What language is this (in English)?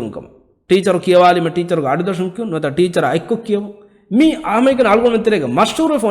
Divehi